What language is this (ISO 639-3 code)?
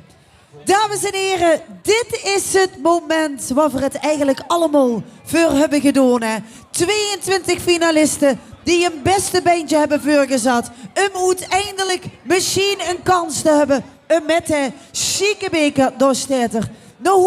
lim